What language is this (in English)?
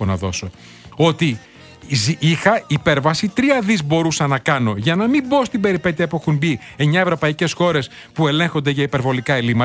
Greek